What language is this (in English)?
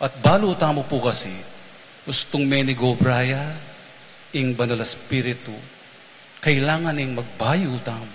Pampanga